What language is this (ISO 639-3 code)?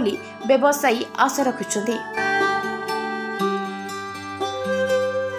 ori